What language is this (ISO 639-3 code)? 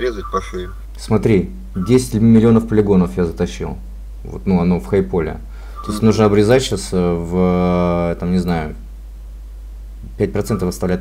rus